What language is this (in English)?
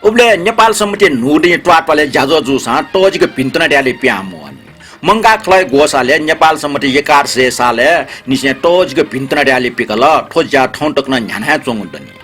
Newari